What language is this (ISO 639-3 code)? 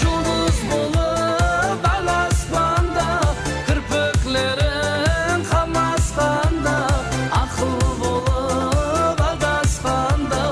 kaa